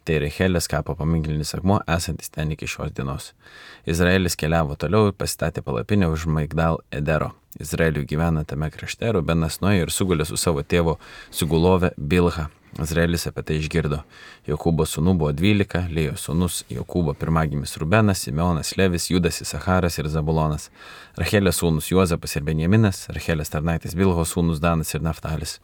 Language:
Lithuanian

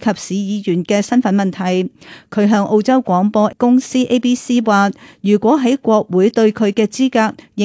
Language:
Cantonese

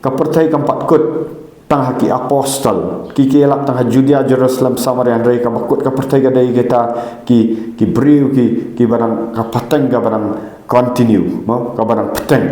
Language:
Khasi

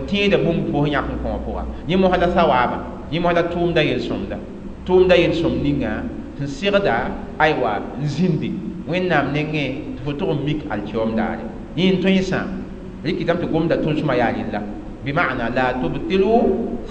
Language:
Mossi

